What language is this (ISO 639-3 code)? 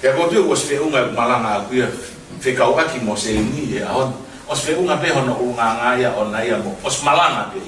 ton